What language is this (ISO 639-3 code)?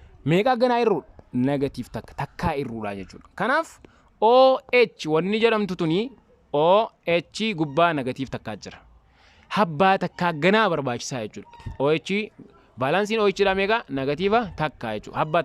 orm